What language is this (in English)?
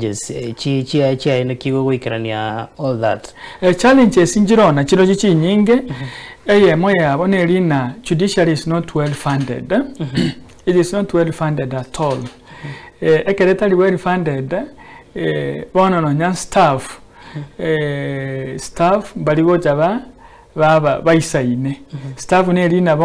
Gusii